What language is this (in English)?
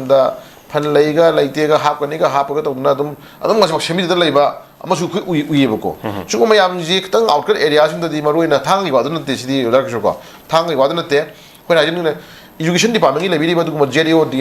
Manipuri